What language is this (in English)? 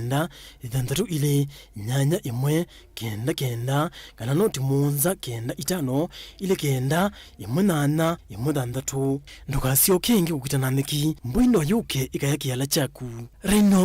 Kamba